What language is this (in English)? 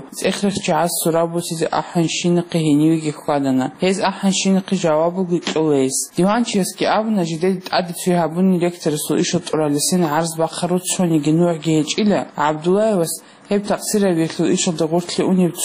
Avaric